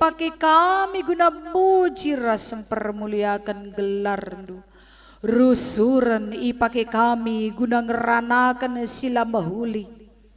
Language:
Batak Karo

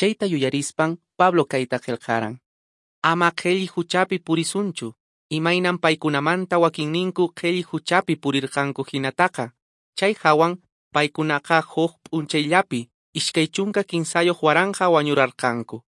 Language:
Quechua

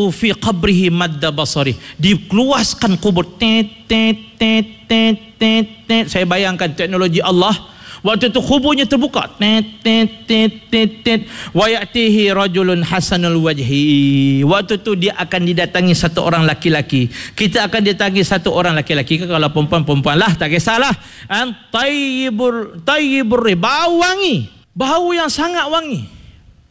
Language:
Malay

